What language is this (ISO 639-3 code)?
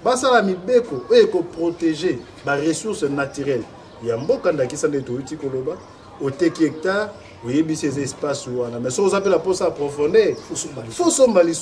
lin